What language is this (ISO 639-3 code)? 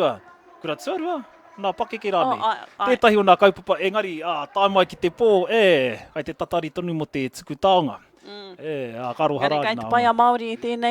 mri